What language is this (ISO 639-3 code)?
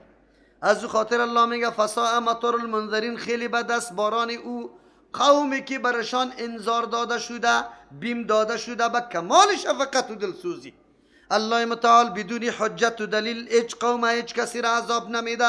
fas